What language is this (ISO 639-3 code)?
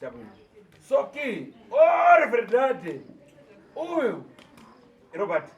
sna